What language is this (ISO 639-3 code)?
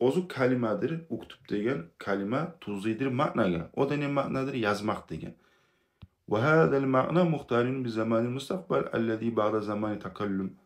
kum